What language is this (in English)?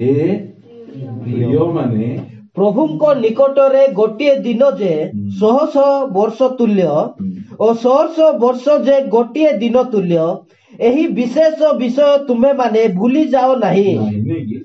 Odia